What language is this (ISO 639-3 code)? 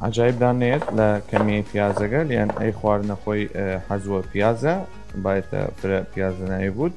sdh